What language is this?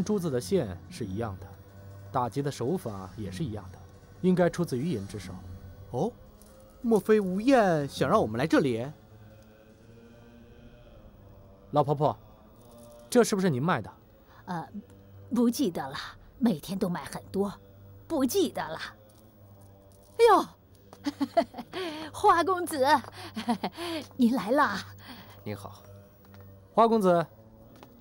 Chinese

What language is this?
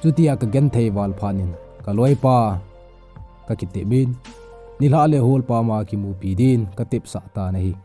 Thado Chin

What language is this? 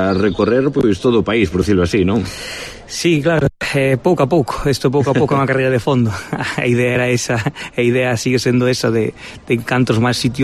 Galician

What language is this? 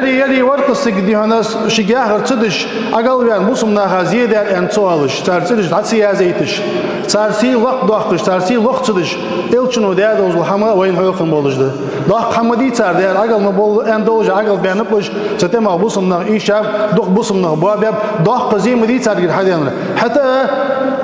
Ingush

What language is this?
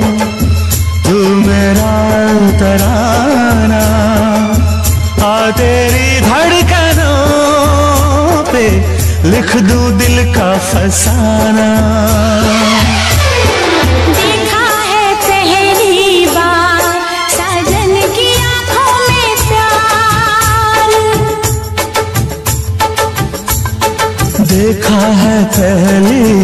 Hindi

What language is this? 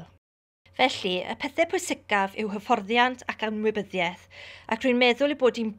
Welsh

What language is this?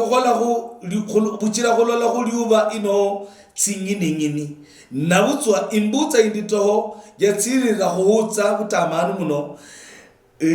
Luyia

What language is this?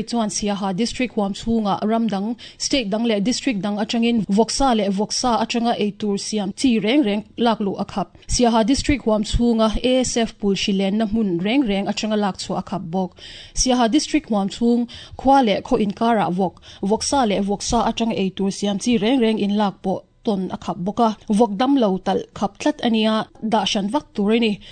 Mizo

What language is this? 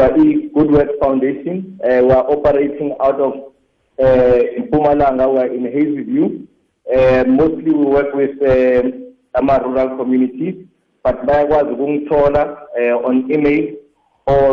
South Ndebele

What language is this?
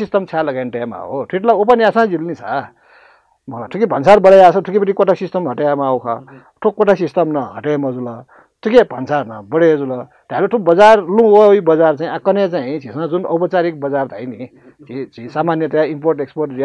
Newari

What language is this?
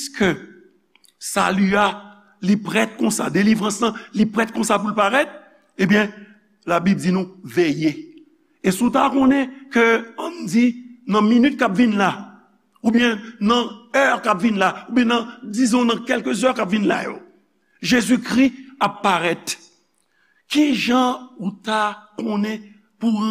Haitian Creole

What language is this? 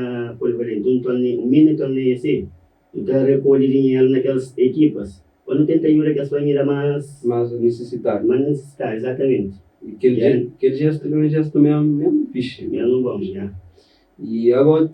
Kabuverdianu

